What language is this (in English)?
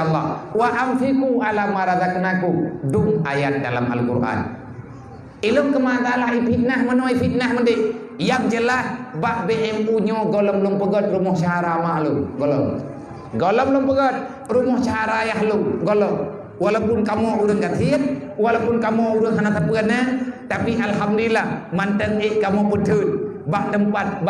Achinese